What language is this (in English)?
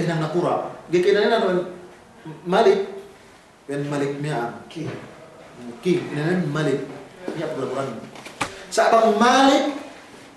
Yakan